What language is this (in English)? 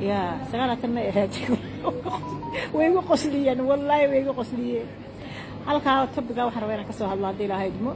Somali